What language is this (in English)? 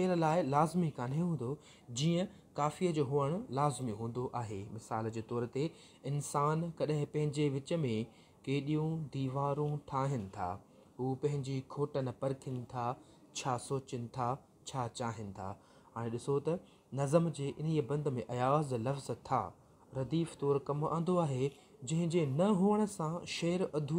Sindhi